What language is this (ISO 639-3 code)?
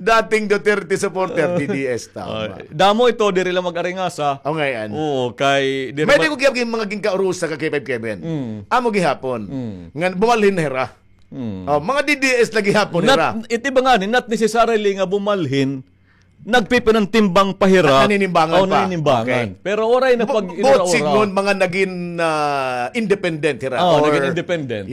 war